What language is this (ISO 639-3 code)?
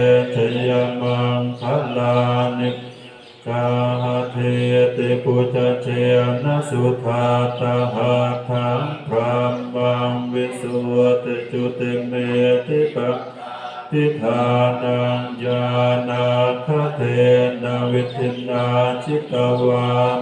pli